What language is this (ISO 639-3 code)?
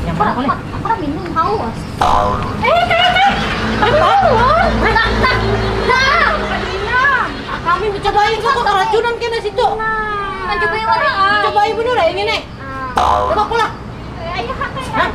bjn